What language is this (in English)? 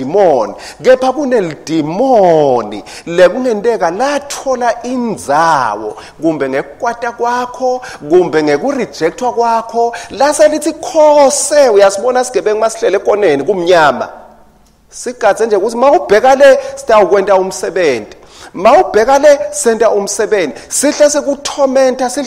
Swati